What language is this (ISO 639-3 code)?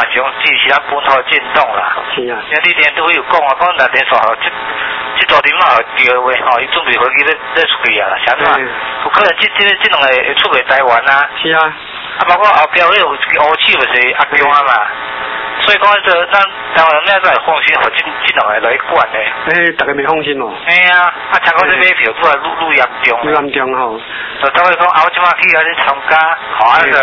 nan